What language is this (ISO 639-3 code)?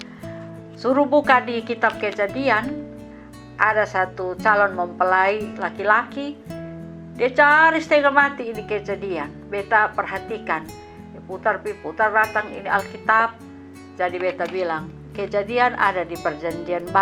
mkn